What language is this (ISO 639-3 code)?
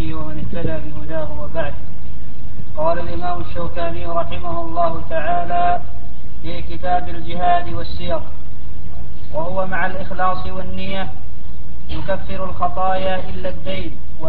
ara